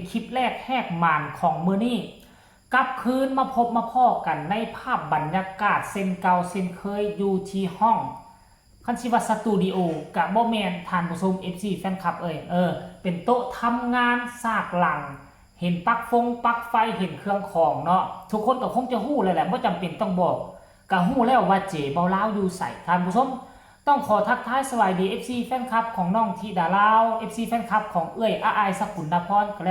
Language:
Northeastern Thai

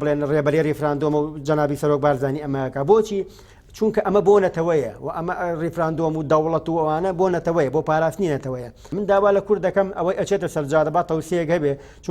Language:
Central Kurdish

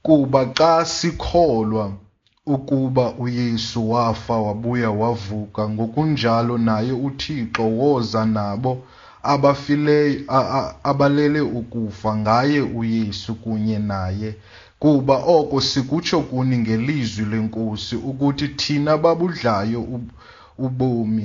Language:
Xhosa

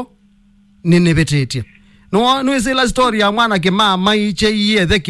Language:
Kamba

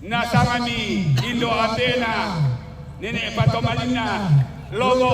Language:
Toraja-Sa'dan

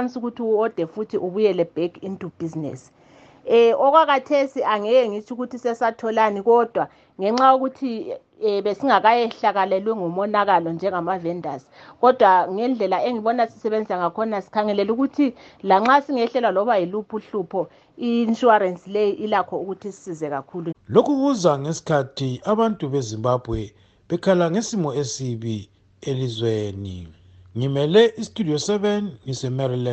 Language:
North Ndebele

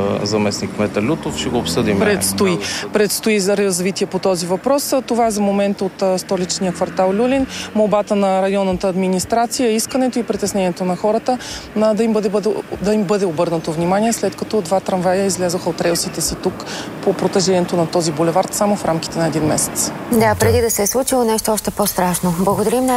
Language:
Bulgarian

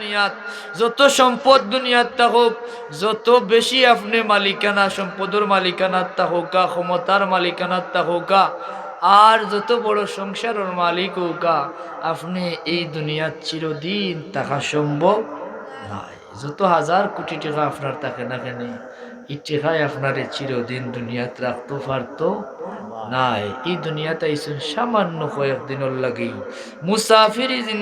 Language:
Sylheti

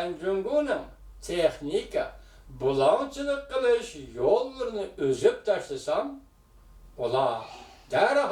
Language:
Uyghur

